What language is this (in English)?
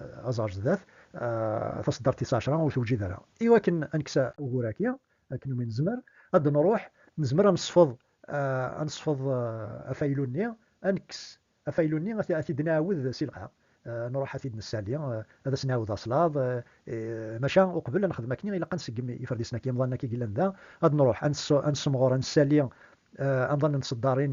Kabyle